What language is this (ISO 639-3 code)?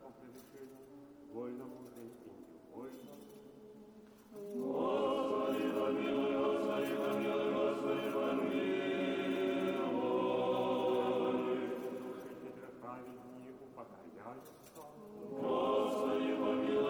chu